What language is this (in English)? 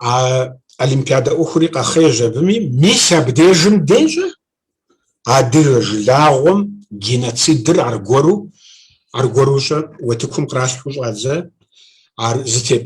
Kabardian